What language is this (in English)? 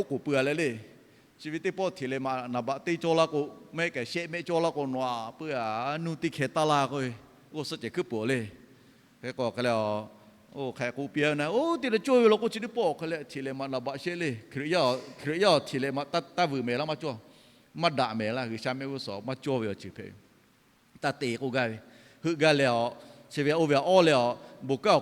Lahu